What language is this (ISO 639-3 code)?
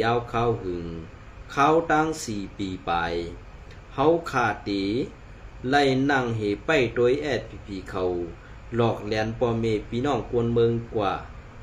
shn